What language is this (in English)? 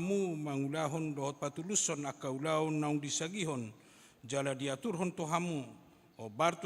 Batak Toba